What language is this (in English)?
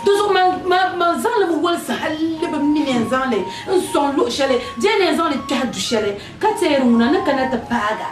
Dagbani